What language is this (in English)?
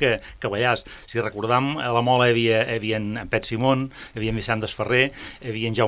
Catalan